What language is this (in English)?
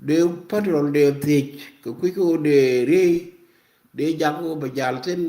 Nuer